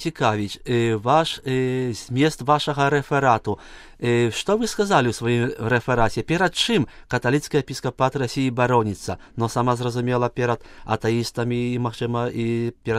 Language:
Belarusian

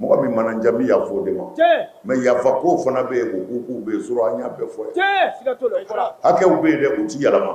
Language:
Bambara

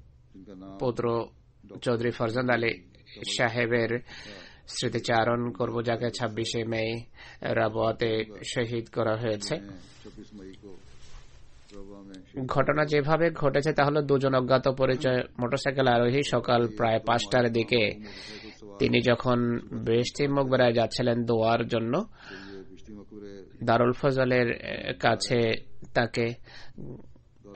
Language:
Bangla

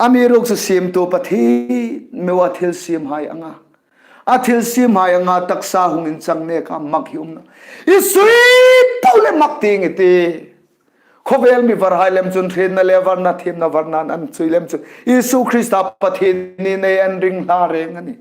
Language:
Hmar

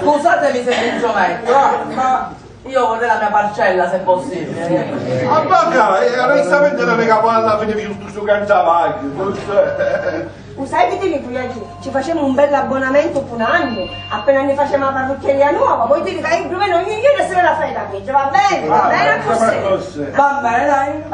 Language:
Sicilian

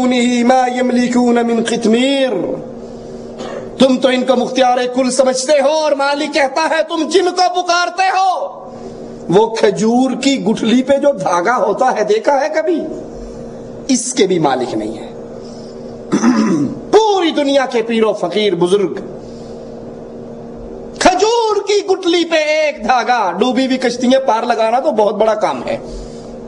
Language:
Urdu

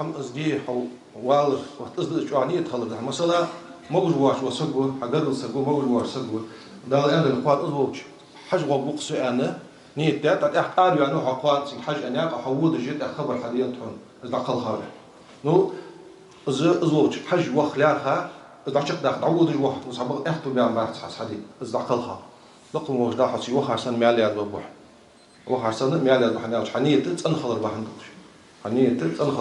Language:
Ingush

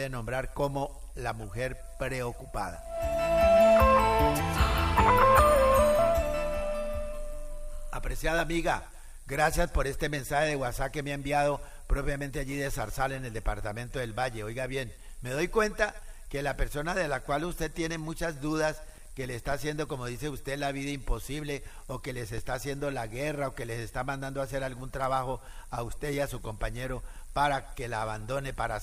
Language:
Spanish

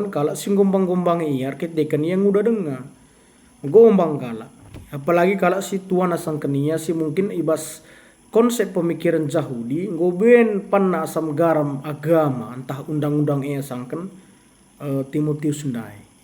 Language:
Batak Karo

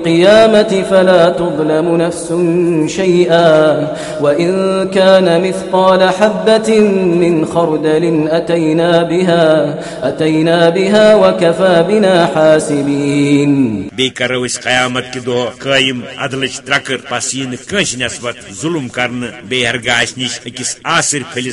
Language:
Kashmiri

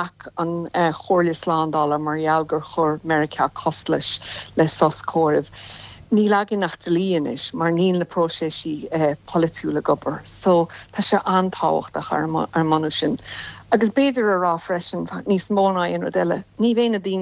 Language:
Irish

